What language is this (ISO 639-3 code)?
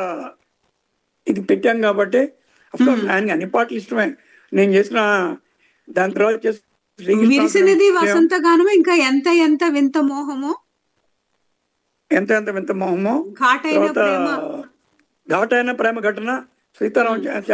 tel